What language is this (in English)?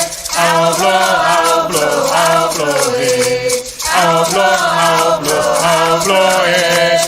Ewe